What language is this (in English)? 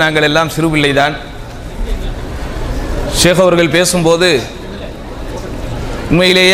Tamil